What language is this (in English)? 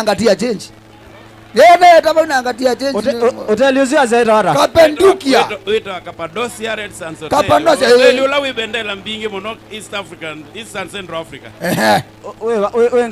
Kamba